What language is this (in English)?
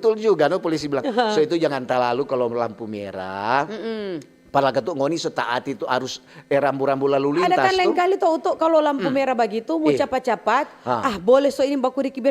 Manado Malay